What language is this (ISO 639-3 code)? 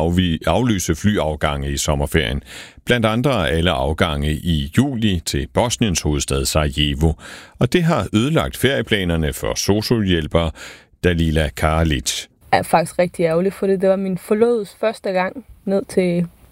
dan